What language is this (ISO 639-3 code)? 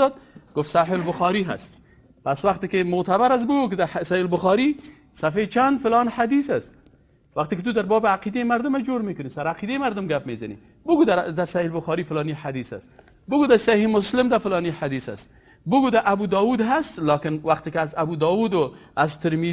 fas